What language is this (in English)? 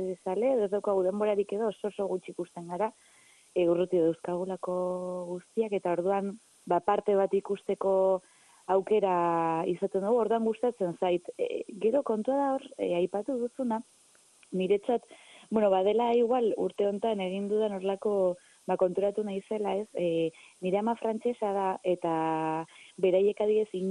Basque